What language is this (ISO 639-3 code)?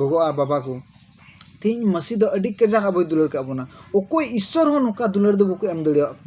sat